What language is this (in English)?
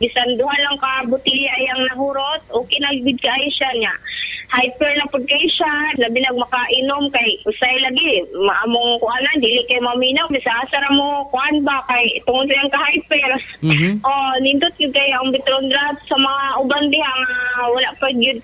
Cebuano